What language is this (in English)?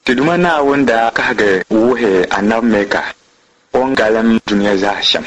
Dagbani